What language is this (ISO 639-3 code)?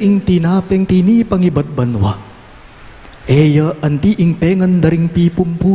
pam